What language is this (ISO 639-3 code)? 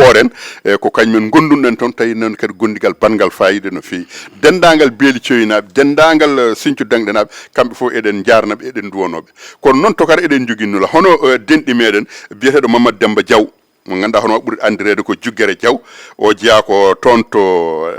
ful